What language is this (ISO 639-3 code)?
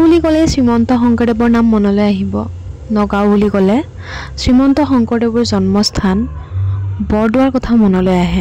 asm